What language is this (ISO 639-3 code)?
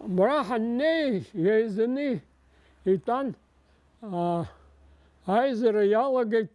abk